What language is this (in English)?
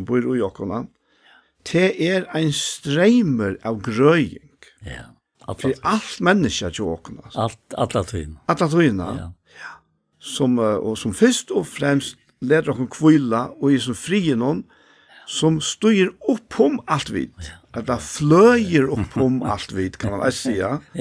Faroese